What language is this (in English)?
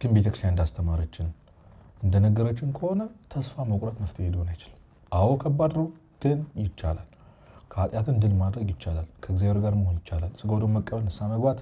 Amharic